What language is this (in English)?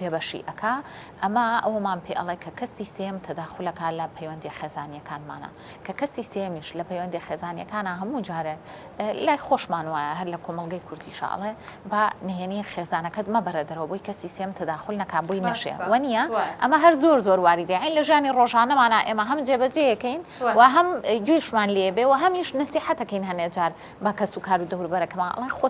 Central Kurdish